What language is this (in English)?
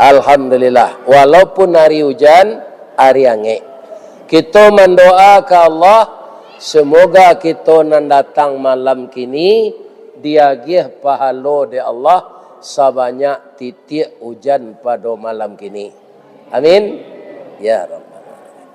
Minangkabau